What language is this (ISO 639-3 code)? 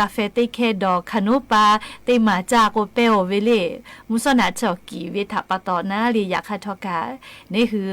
lhu